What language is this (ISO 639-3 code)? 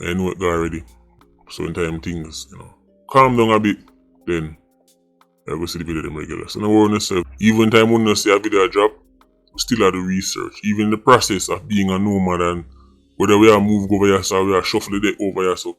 jam